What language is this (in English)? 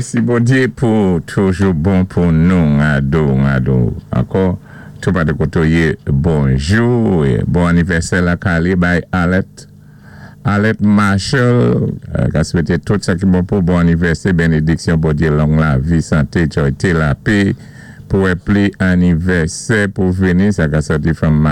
Saint Lucian Creole French